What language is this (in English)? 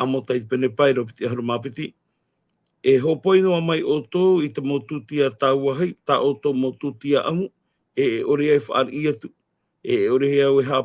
Tahitian